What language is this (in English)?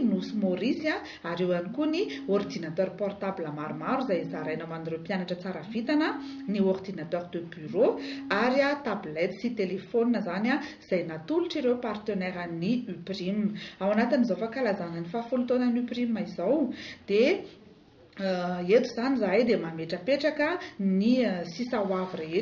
Malagasy